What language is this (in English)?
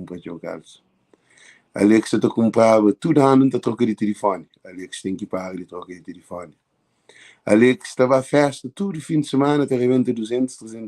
Kabuverdianu